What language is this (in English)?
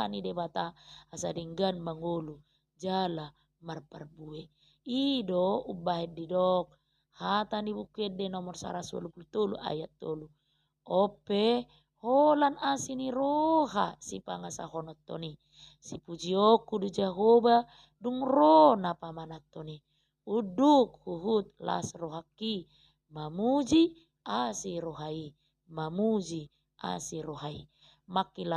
Batak Toba